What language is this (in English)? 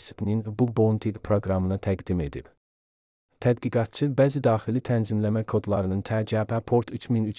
Azerbaijani